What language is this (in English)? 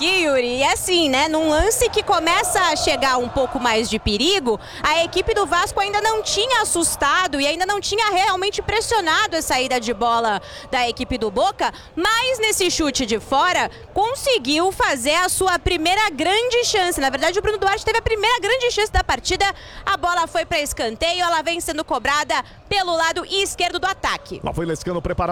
Portuguese